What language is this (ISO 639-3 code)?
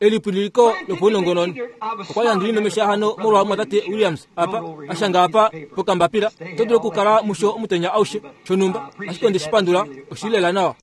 kua